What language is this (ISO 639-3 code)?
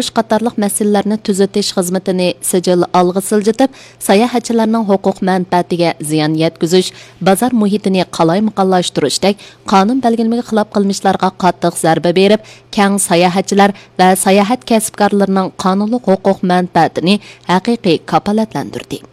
uig